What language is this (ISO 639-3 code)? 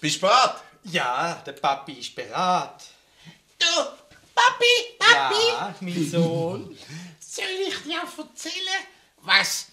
gsw